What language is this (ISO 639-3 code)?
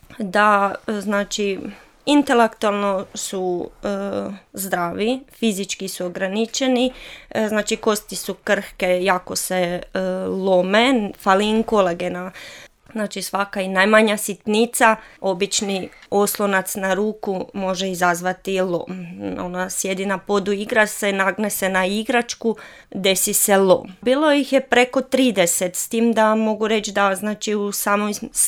srp